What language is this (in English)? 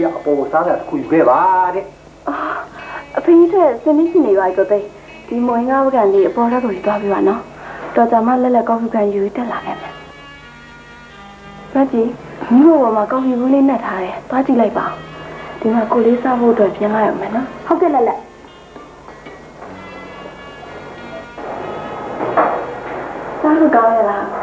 Burmese